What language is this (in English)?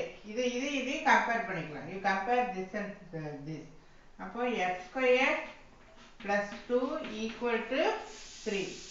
Tamil